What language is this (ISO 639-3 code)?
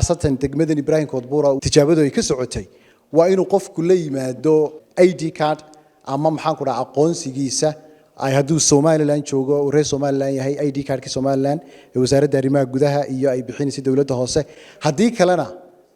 som